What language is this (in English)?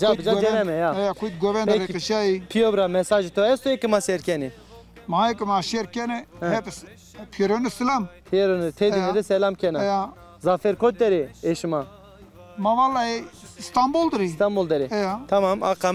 Zaza